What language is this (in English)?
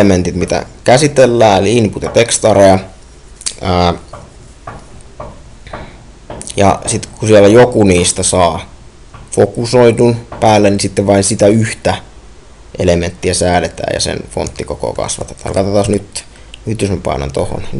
Finnish